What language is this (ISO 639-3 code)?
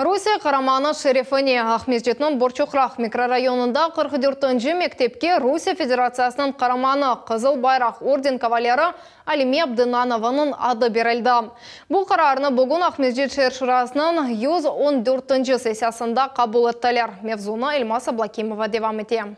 crh